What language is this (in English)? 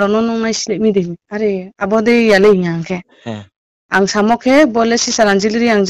Riang (India)